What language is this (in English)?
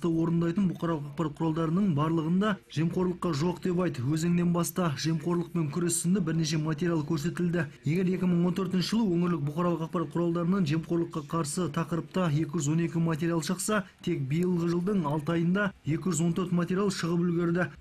Kazakh